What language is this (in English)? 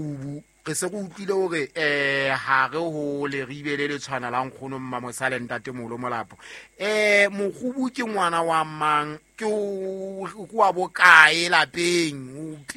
Southern Sotho